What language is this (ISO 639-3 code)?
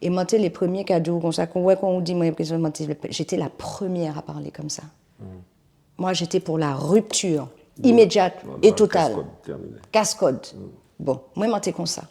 gcf